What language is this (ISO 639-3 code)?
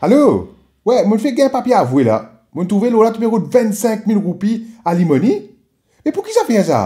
mfe